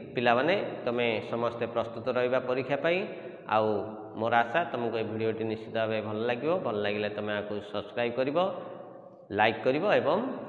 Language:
Odia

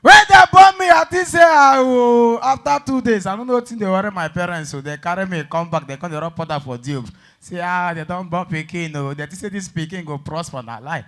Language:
Nigerian Pidgin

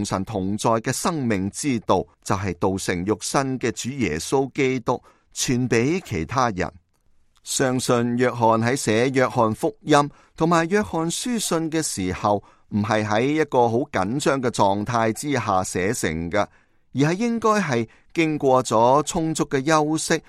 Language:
Cantonese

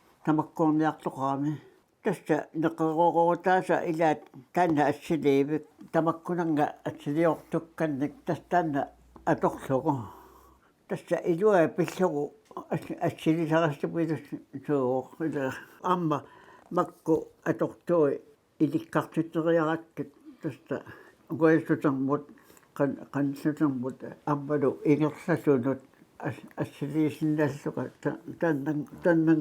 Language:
Kalaallisut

